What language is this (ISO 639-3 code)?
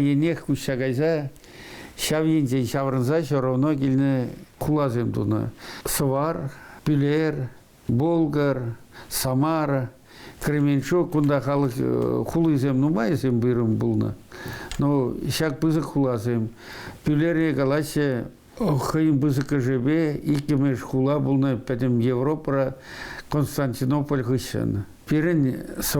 chv